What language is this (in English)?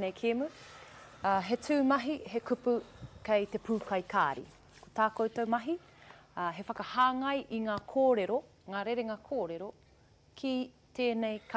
Māori